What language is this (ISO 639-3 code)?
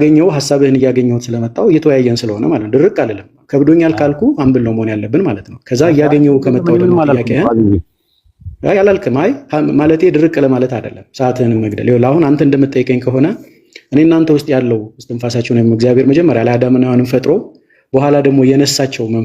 amh